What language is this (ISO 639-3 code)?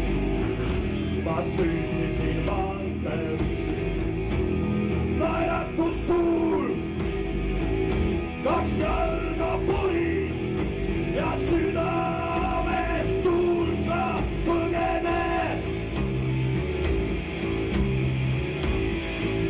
est